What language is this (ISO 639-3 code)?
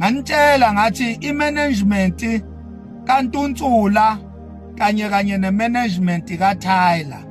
zul